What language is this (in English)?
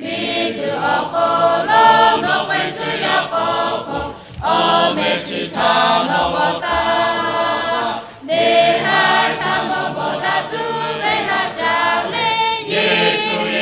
Lahu